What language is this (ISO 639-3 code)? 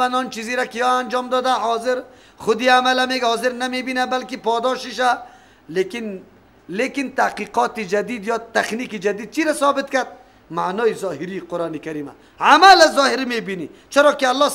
fas